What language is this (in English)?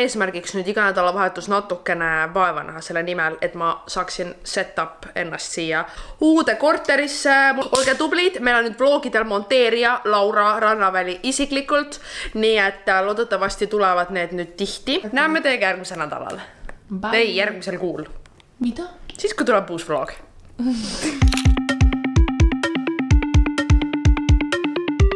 Estonian